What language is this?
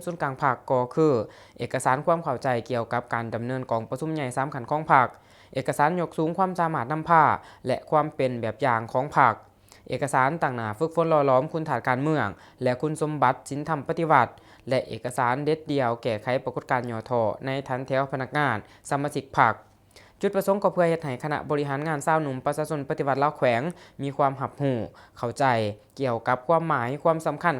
Lao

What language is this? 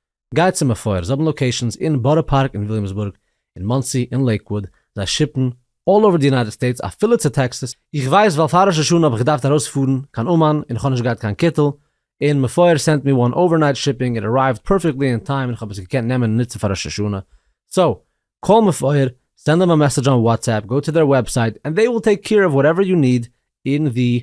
Yiddish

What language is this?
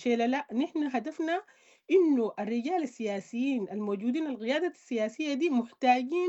Sudanese Arabic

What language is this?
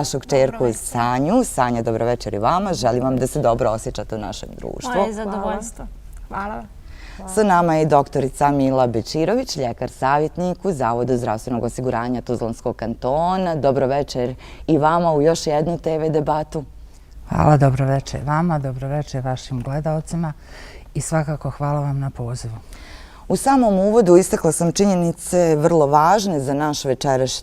Bosnian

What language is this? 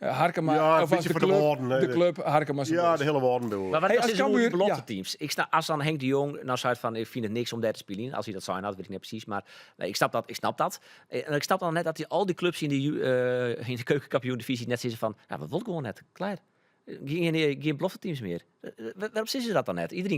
Western Frisian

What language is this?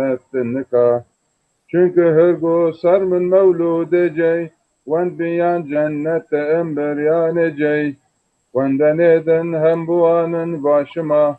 Zaza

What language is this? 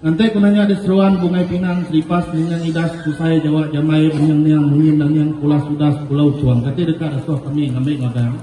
Iban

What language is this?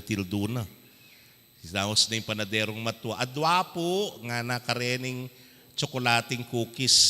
Pampanga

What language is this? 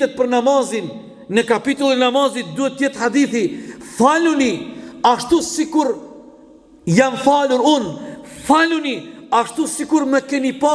Albanian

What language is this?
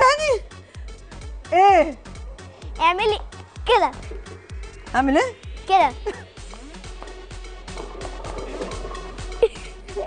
Egyptian Arabic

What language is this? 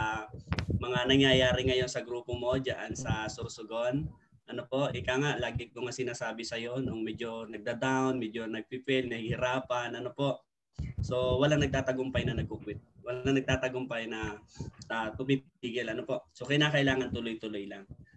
Filipino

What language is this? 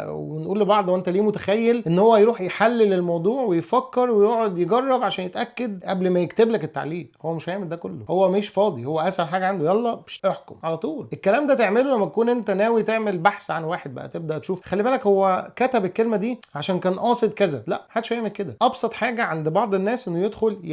Egyptian Arabic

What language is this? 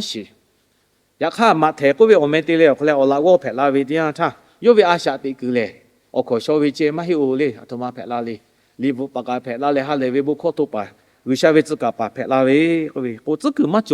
Lahu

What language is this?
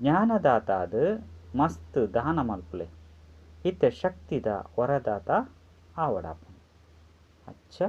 Tulu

